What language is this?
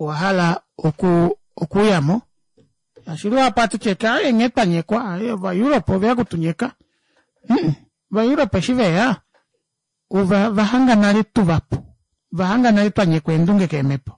Kuanyama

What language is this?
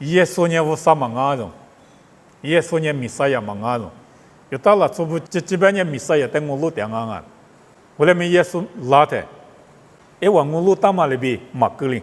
Lisu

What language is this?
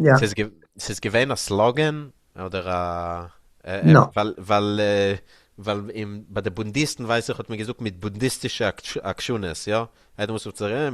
Yiddish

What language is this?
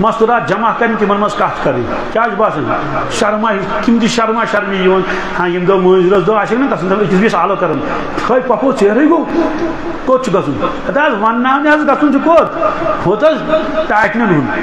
Kashmiri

